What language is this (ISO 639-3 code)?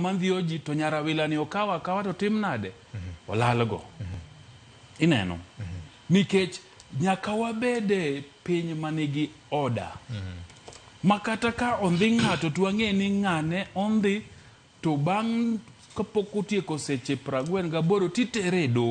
luo